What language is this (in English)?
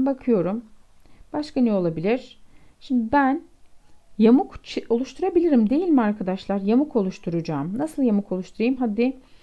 Turkish